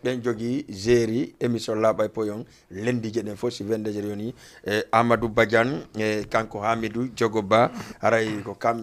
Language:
Fula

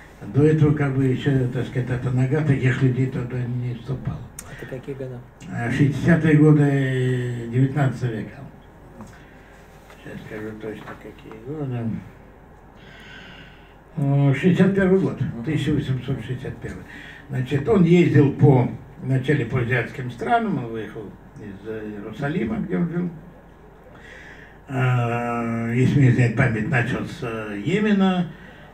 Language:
Russian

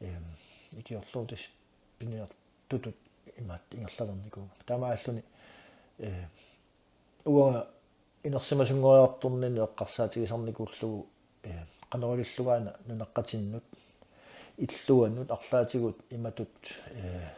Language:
Kalaallisut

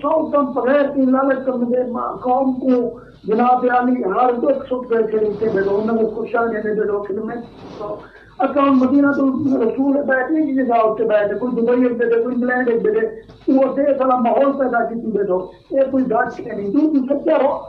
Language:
Saraiki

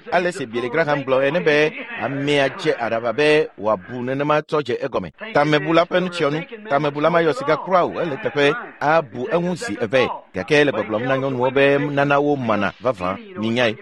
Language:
Ewe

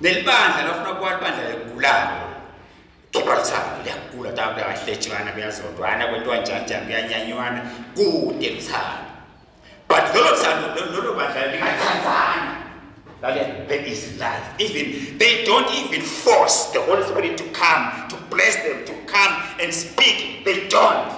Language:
Swati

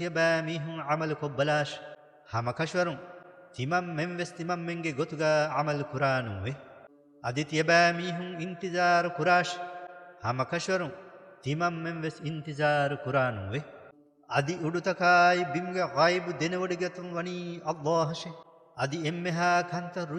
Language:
Divehi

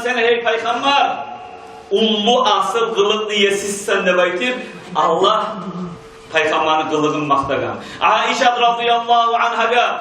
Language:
Kumyk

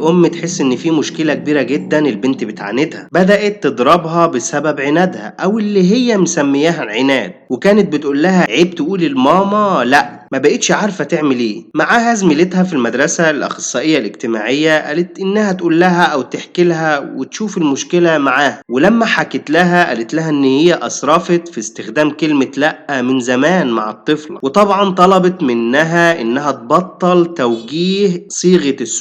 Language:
Egyptian Arabic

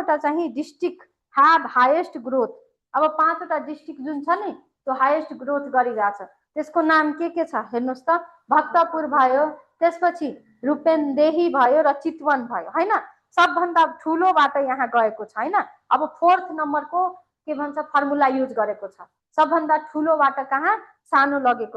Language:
Nepali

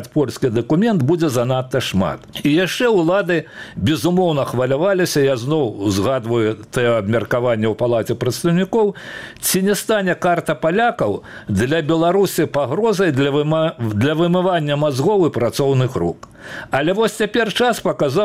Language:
Belarusian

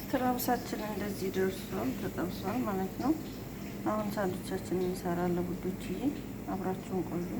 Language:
Amharic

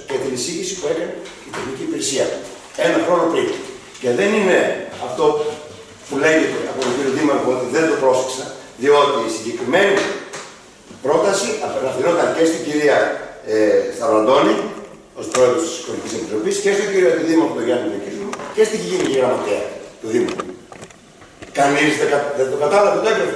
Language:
Greek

